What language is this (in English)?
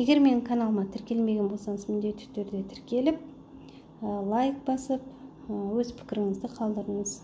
Kazakh